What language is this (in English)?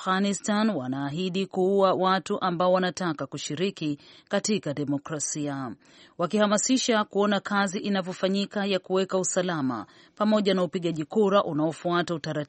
Swahili